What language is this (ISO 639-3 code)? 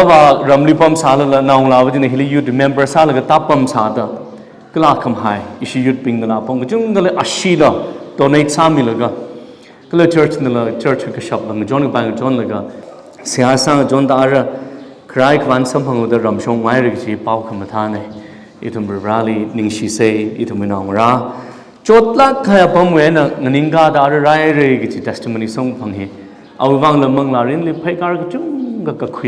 nmf